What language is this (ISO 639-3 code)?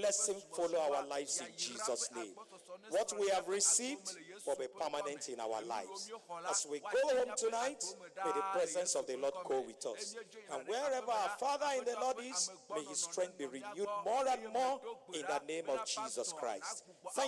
ewe